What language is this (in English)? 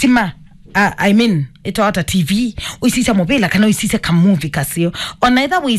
Kamba